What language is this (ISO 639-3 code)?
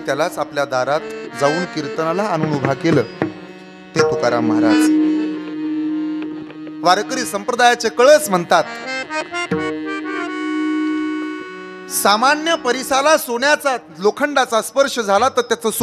mar